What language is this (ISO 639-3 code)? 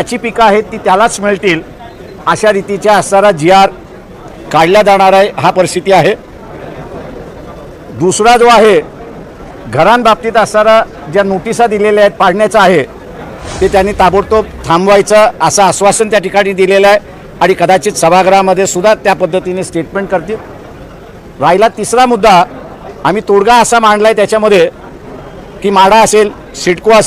mar